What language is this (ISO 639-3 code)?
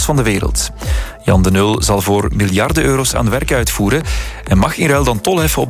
nld